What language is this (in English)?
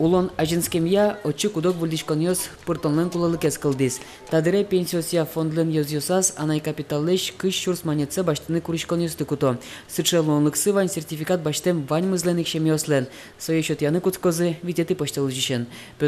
Udmurt